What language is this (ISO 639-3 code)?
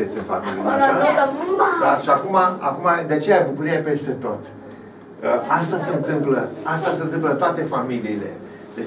ron